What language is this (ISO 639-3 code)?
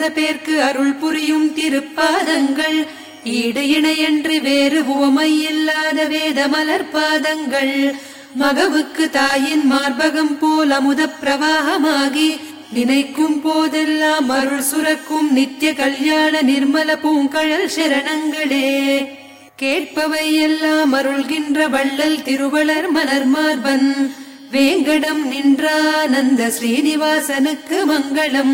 tam